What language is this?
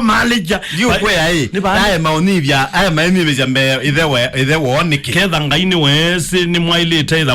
Kamba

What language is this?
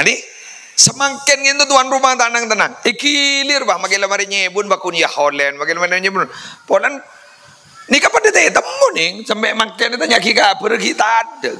Madurese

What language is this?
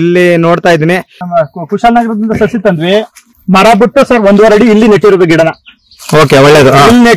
Kannada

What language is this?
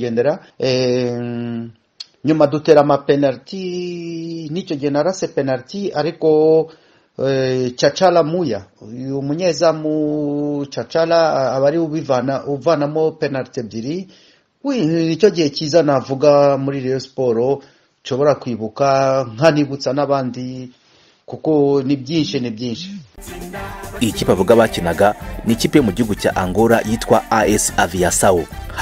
Kinyarwanda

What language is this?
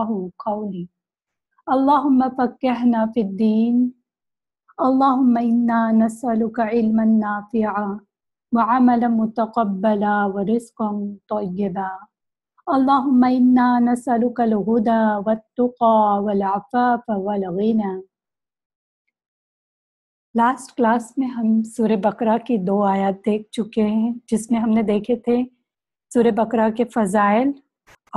Urdu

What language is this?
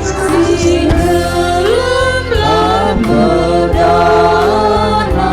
Batak Karo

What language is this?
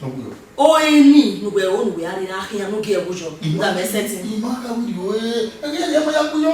Bini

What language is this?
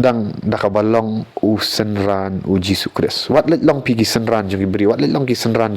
Khasi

